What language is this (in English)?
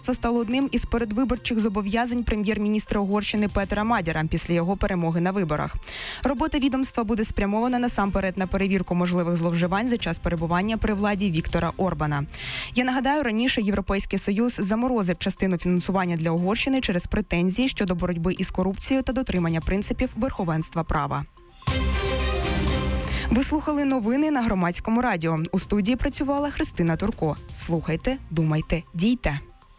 Ukrainian